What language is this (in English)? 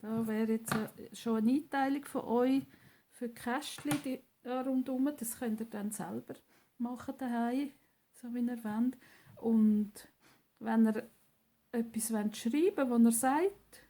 Swiss German